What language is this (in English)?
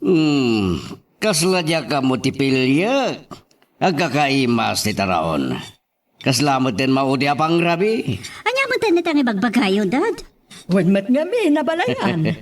Iloko